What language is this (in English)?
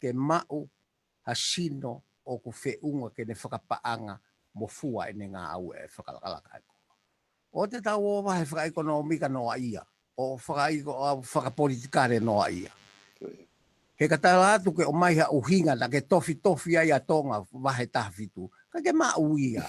Tongan